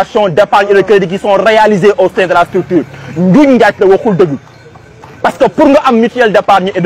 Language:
Wolof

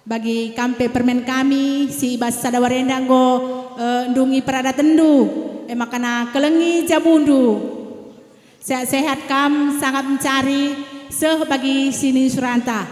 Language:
Batak Karo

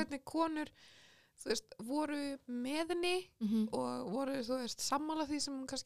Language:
Icelandic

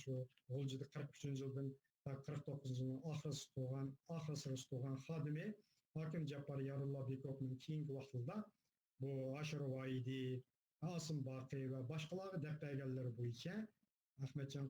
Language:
Uyghur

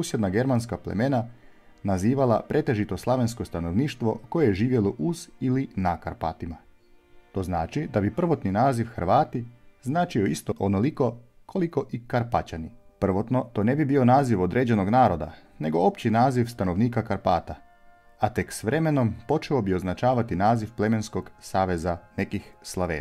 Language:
Croatian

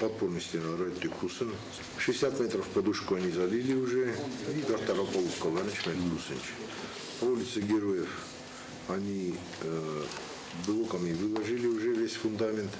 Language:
Ossetic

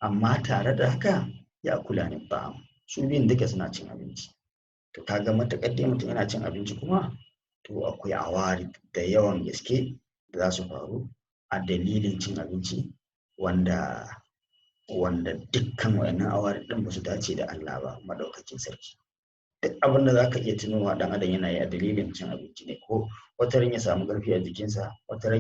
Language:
Hausa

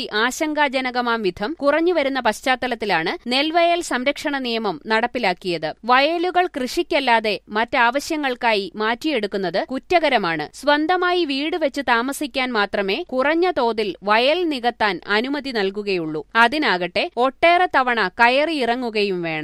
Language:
Malayalam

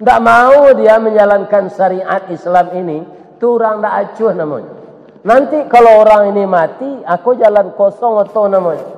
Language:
Minangkabau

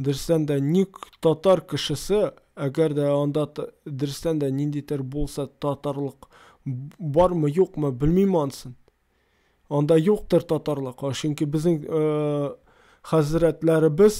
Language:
Tatar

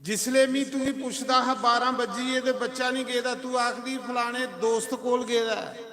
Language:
Dogri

